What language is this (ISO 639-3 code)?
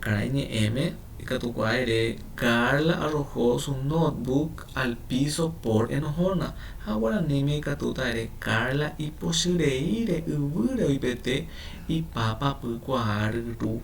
grn